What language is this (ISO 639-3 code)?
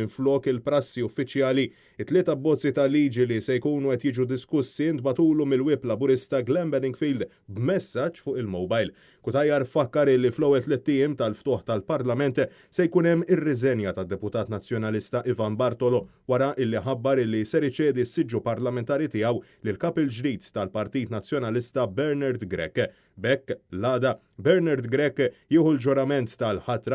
mlt